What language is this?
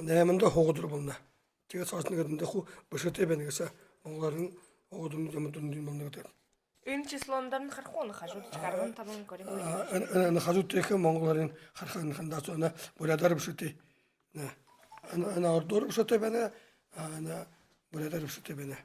Buriat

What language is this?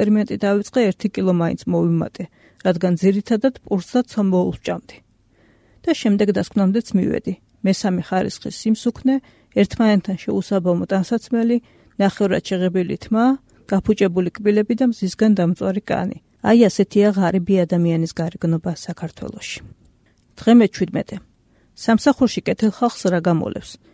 Georgian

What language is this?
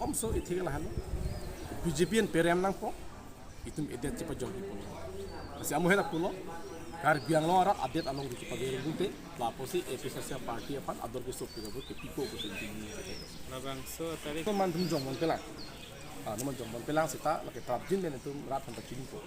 Karbi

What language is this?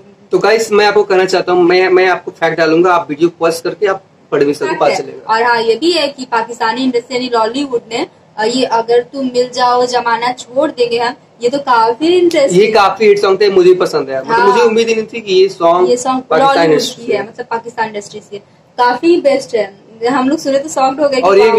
Hindi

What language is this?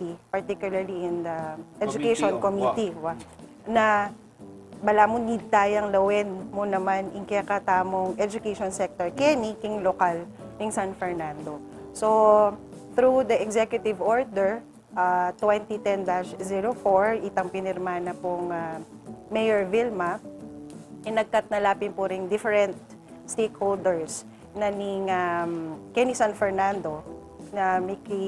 Pampanga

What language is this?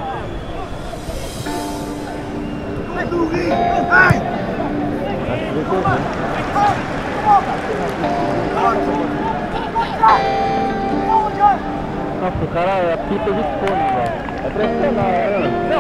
Portuguese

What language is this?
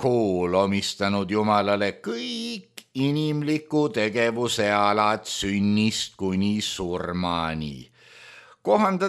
Estonian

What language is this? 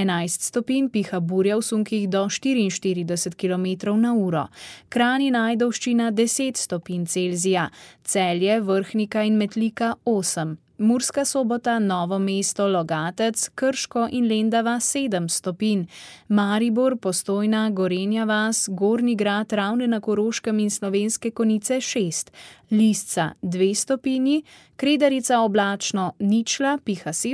Slovenian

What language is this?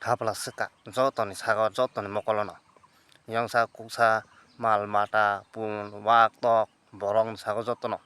Kok Borok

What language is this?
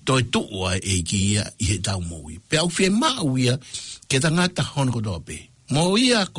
Tongan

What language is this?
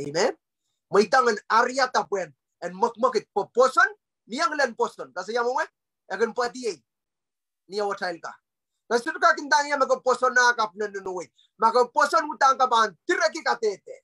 Pohnpeian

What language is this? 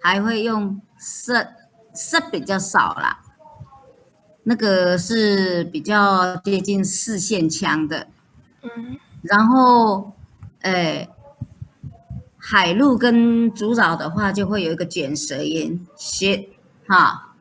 Hakka Chinese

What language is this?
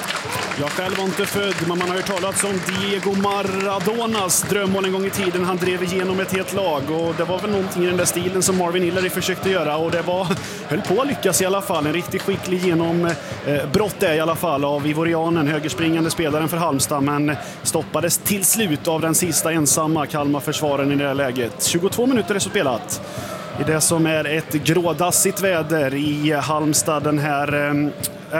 Swedish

